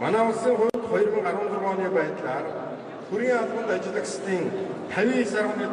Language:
Mongolian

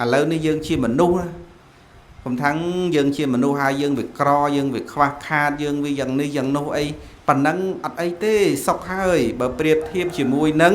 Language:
Khmer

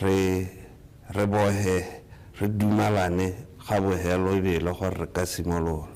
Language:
Tswana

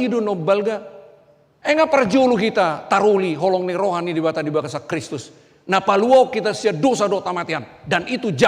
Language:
Batak Toba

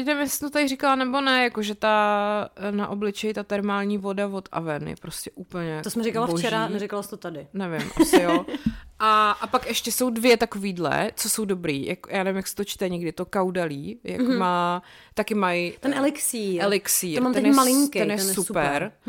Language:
Czech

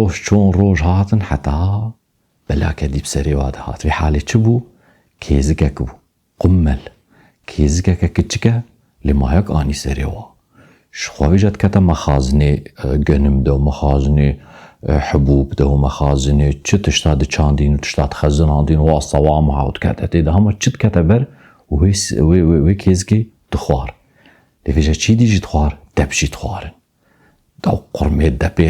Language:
Kurdish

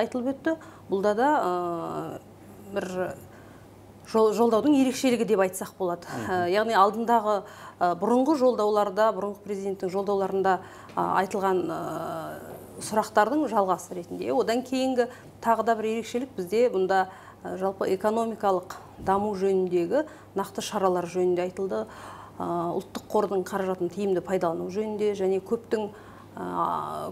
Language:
Kazakh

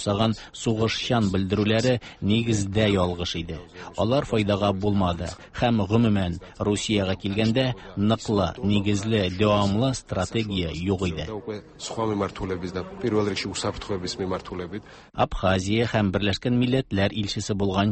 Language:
Tatar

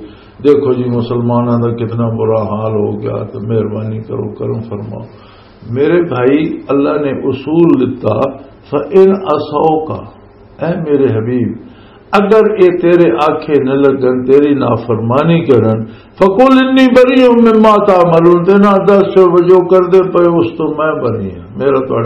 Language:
Western Panjabi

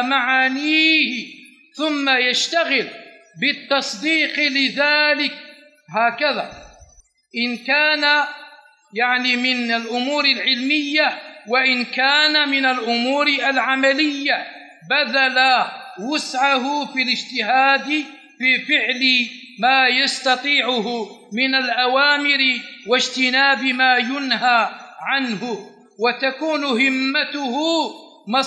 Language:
Arabic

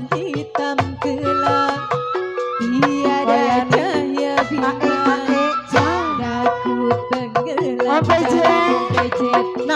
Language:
Betawi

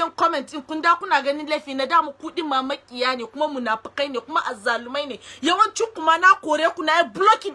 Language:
Hausa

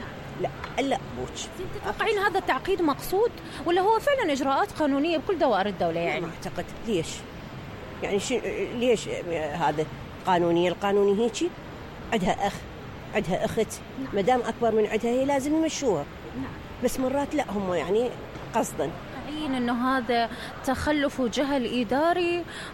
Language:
Mesopotamian Arabic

